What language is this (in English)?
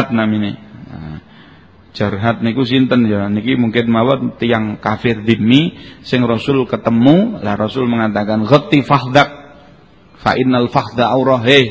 Javanese